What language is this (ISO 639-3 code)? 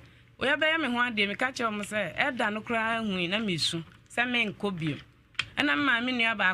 aka